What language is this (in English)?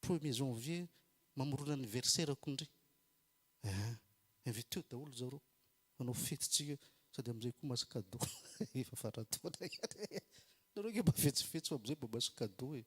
Malagasy